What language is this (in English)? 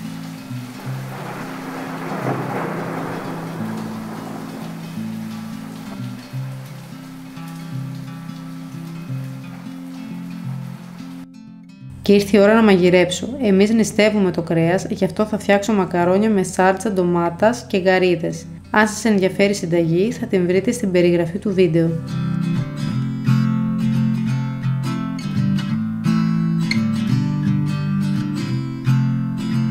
Greek